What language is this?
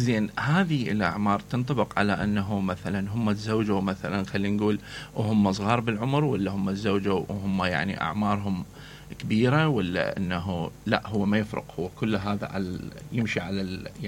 Mesopotamian Arabic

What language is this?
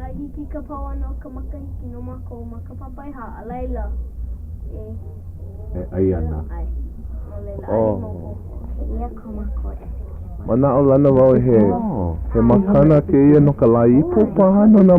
Hawaiian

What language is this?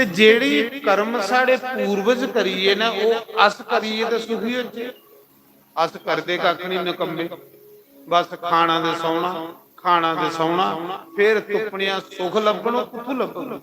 Dogri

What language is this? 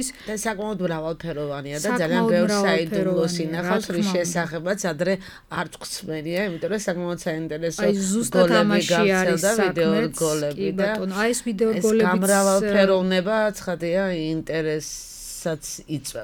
Georgian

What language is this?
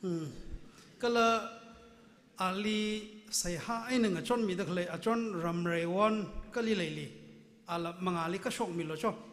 Tangkhul Naga (India)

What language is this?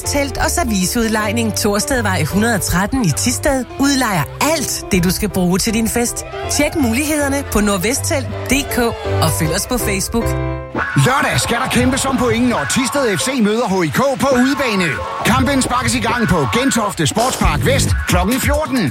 Danish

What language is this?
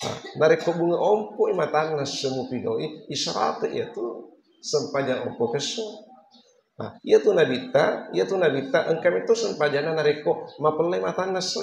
Buginese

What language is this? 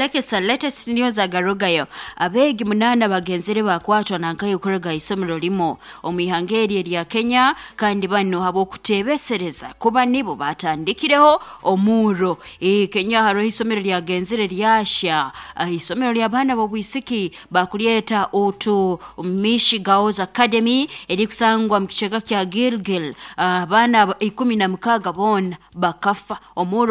Nyoro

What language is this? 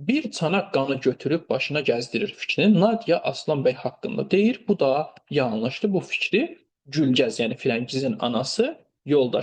Azerbaijani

